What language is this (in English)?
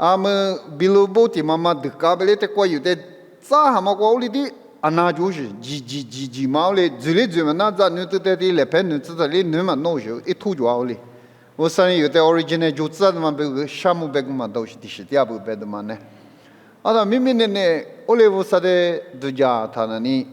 Lisu